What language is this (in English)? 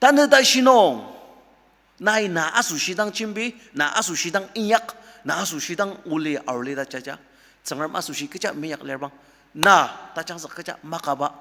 Ao Naga